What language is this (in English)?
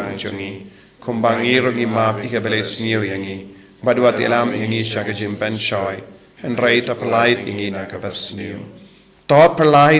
Khasi